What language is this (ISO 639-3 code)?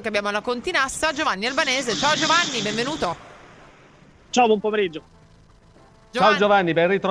ita